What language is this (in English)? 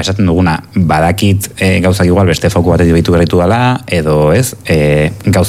Basque